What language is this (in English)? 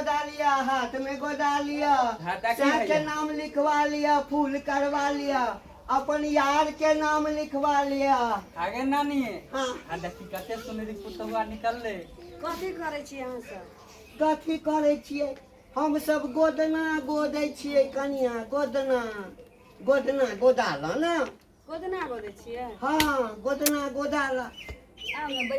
Maithili